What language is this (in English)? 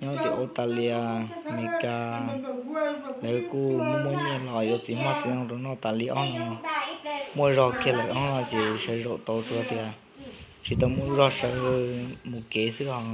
Hmong